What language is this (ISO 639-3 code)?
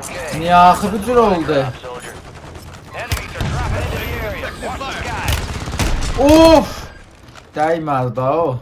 azb